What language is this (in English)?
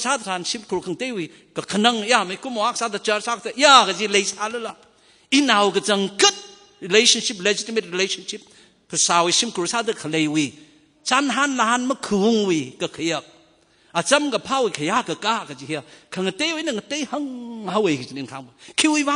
Tangkhul Naga (India)